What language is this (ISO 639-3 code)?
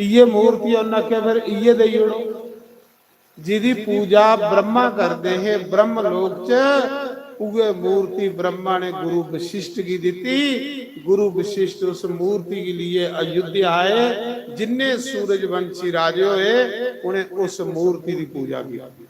doi